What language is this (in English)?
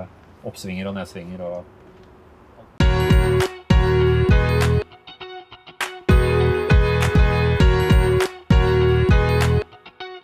Norwegian